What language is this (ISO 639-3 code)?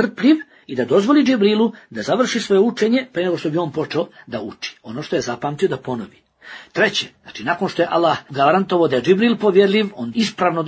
bos